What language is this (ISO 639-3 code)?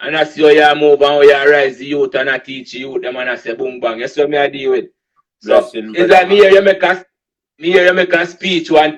jam